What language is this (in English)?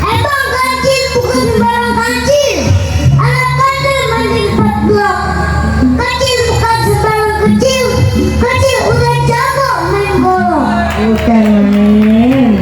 Betawi